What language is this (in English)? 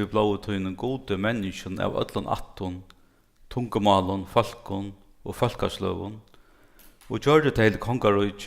Faroese